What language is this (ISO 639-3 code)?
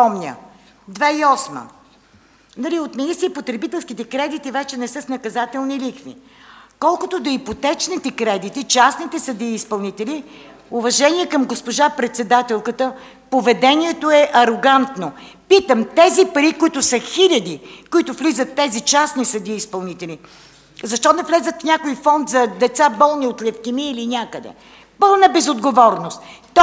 bul